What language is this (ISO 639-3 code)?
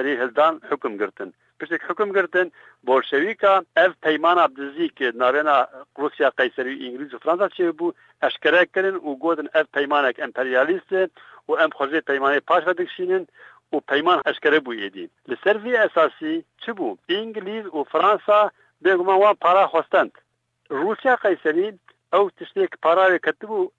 kur